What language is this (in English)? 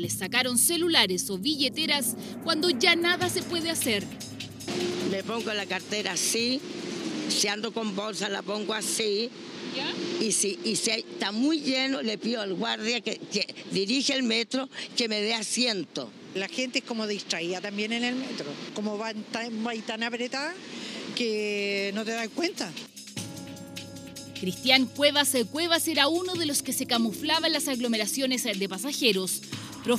Spanish